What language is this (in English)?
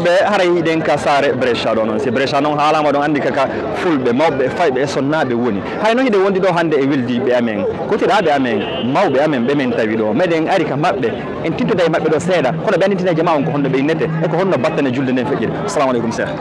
Fula